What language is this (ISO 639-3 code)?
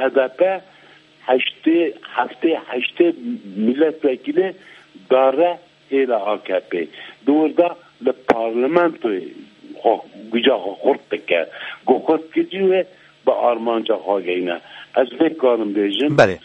kur